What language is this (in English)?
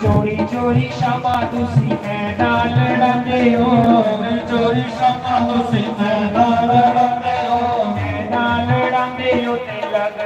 Dogri